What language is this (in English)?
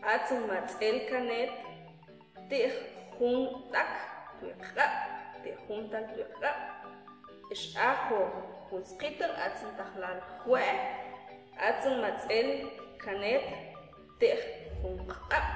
Mam